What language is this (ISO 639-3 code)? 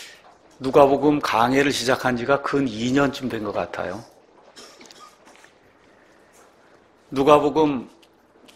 kor